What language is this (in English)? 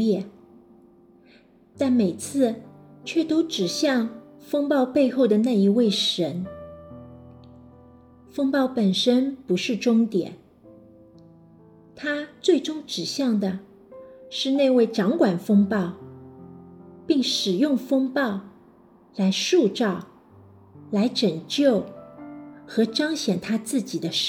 Chinese